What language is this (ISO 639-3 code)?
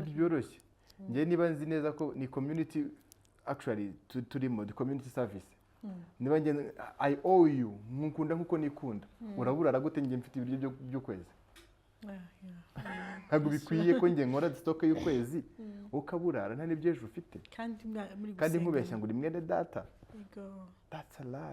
kin